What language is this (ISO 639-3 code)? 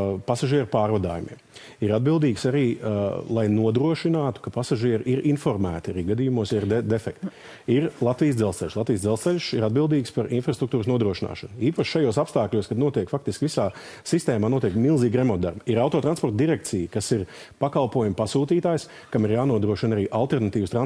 lav